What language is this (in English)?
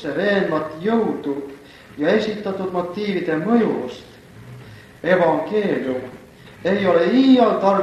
Estonian